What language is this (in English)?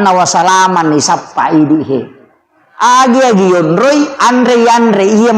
Buginese